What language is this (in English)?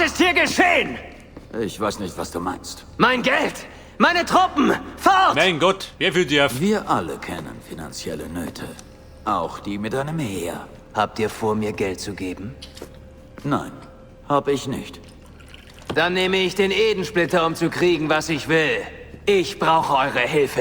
Bavarian